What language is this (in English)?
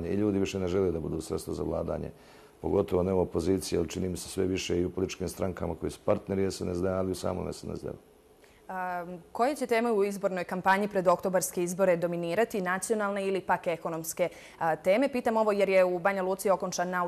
Serbian